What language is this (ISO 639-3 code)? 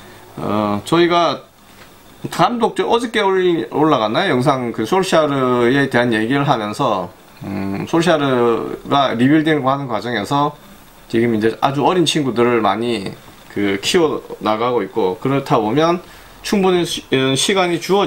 kor